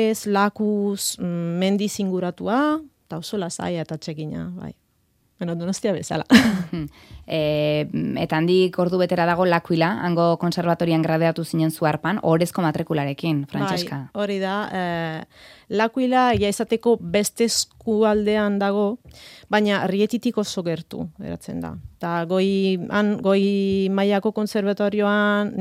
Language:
Basque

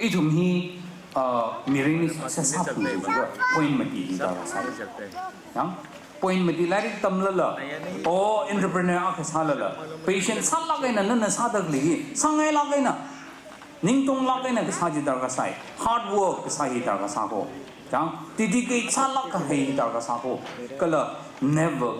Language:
Tangkhul Naga (India)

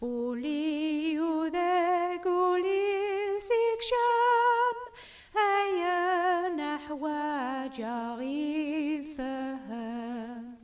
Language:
Kabyle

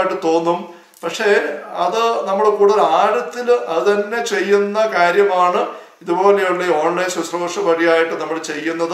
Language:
Malayalam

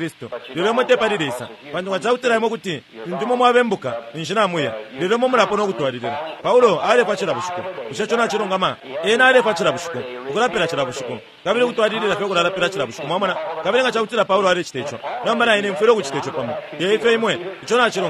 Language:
Bemba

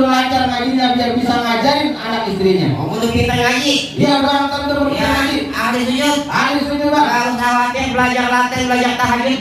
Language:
Betawi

